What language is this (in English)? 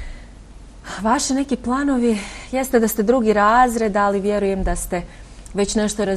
Bosnian